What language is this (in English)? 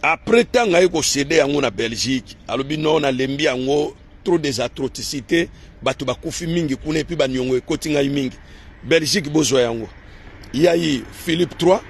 Lingala